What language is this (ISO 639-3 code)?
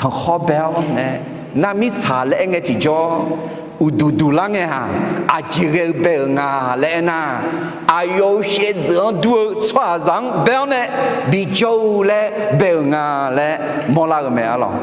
ahk